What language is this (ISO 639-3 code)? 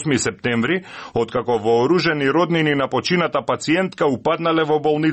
mkd